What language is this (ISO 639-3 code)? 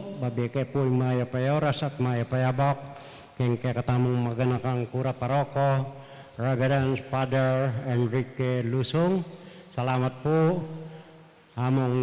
pam